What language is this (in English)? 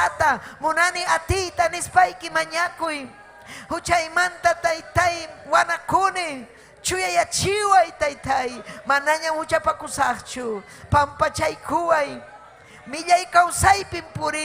Ayacucho Quechua